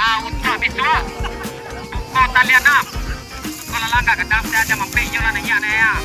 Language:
Minangkabau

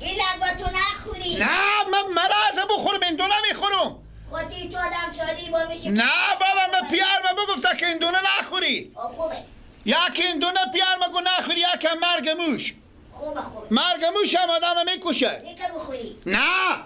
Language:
Persian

